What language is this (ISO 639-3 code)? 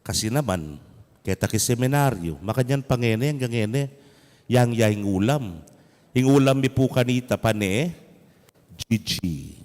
pam